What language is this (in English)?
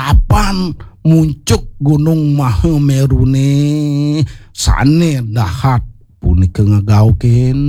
Balinese